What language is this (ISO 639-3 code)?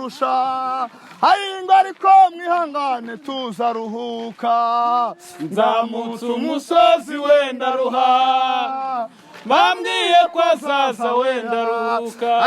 kin